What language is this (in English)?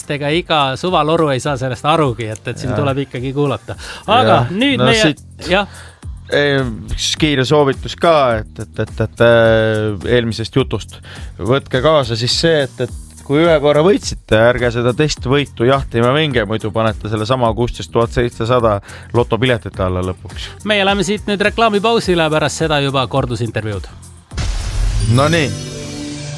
Estonian